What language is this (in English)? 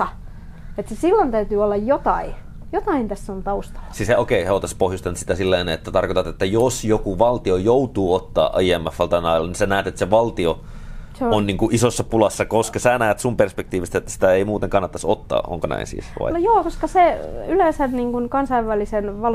Finnish